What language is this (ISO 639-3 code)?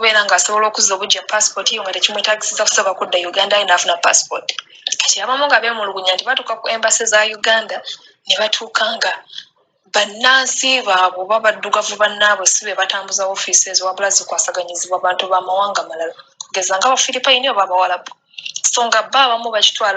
lug